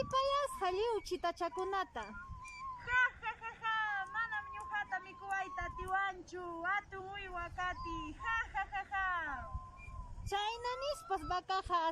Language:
Quechua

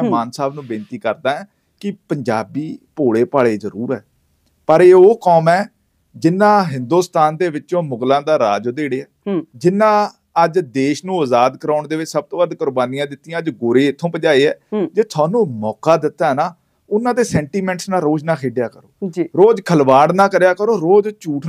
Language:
Punjabi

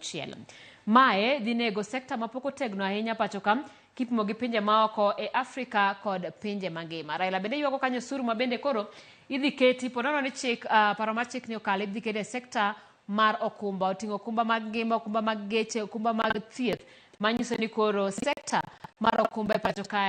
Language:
Luo (Kenya and Tanzania)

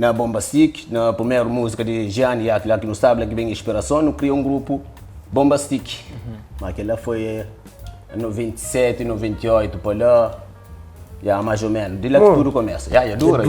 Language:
Kabuverdianu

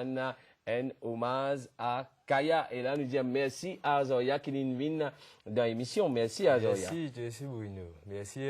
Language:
Morisyen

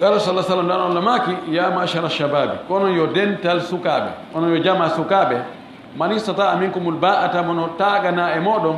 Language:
Fula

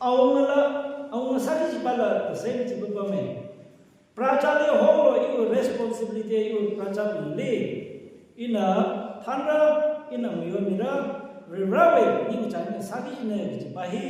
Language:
Tangkhul Naga (India)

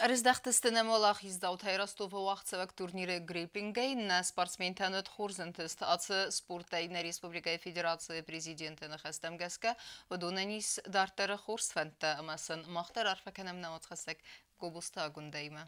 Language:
Ossetic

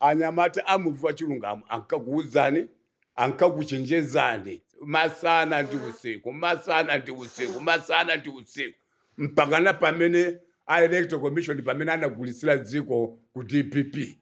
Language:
Nyanja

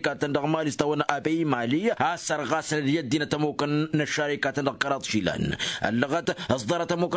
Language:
Tamasheq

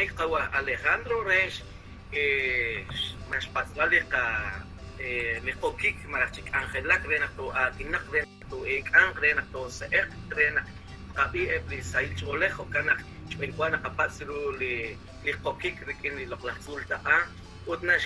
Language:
Kekchí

